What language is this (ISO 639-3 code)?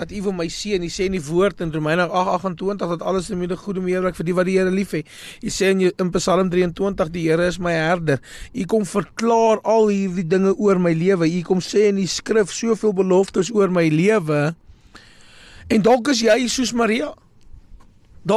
afr